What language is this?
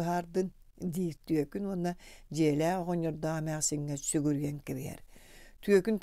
Yakut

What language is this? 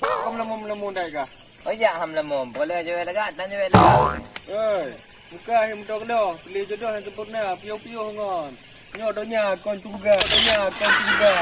Achinese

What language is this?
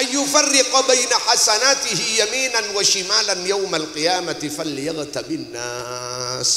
Madurese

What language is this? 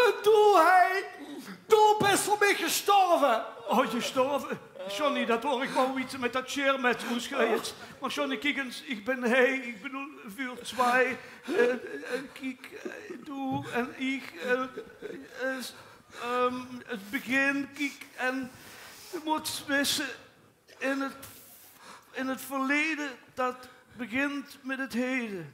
Limburgish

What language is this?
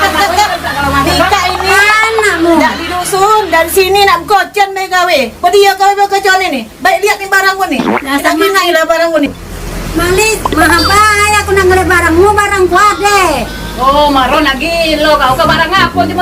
Musi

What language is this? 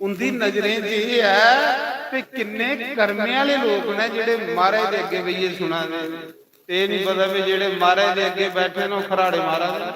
Dogri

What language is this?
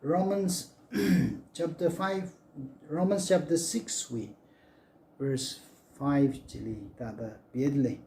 Tangkhul Naga (India)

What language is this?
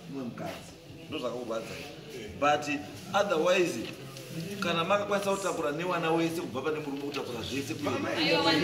Shona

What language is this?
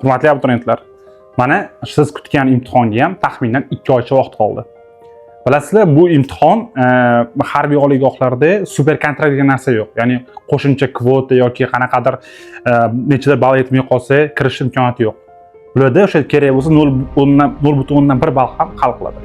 Uzbek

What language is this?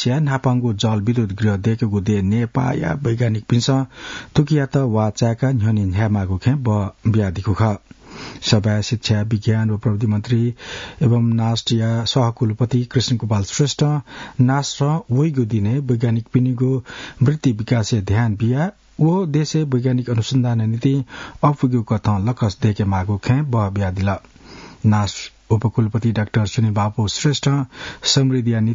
Newari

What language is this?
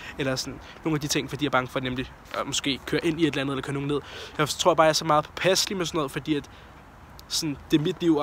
Danish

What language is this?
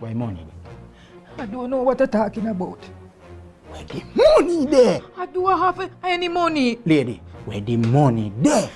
Jamaican Creole English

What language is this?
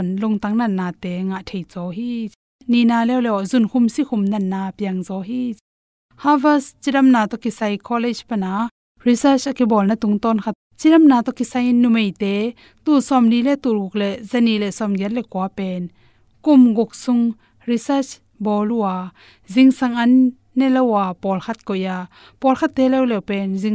Tedim Chin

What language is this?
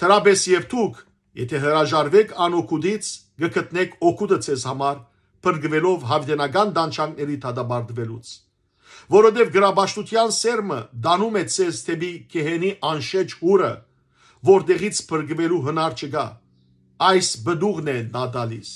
Western Armenian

